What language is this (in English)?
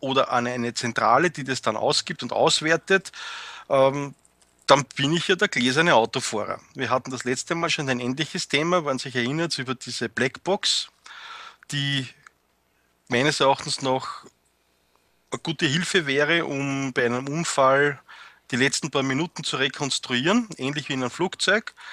German